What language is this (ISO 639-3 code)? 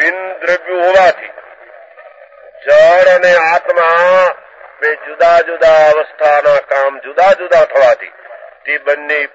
guj